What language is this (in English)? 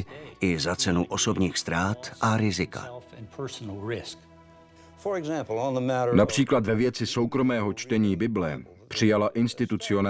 Czech